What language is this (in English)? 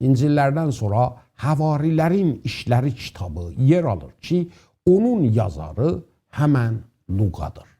South Azerbaijani